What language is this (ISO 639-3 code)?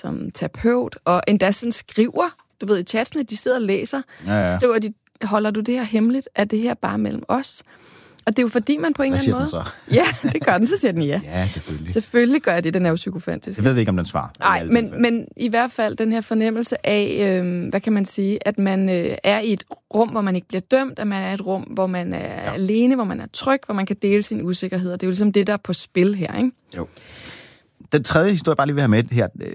dan